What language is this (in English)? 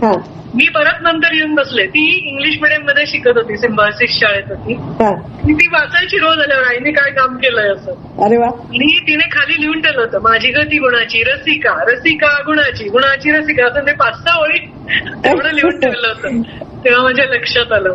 Marathi